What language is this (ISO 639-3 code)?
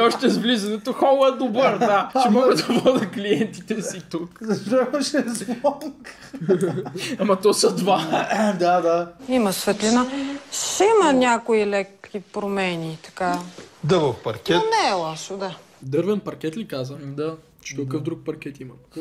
bul